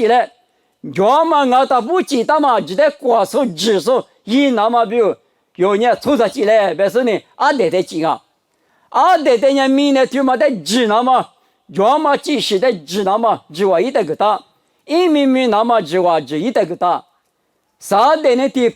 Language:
Lisu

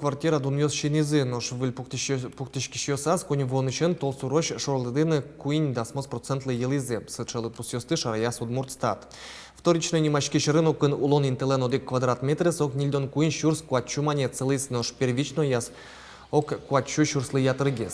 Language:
Udmurt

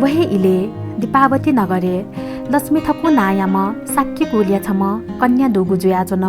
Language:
Newari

